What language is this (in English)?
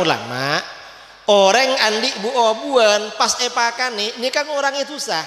Madurese